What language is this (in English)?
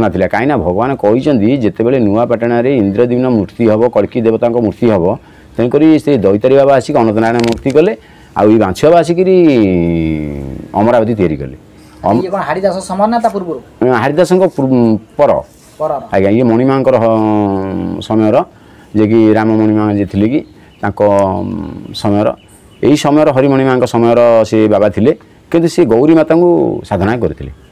Odia